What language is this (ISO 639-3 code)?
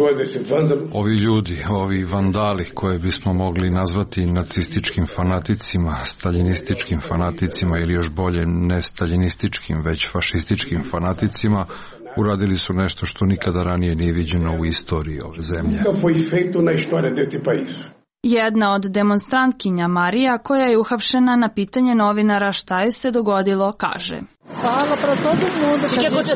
srp